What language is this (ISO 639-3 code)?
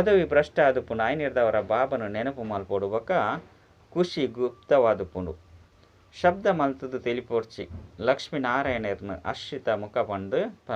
tcy